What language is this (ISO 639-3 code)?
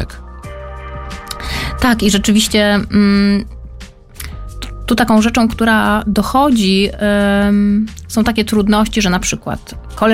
pol